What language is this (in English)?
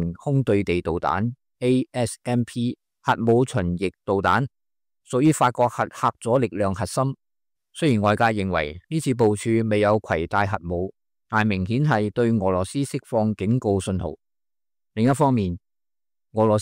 Cantonese